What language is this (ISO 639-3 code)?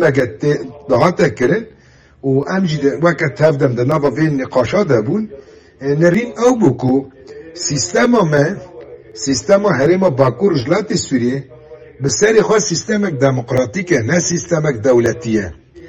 kur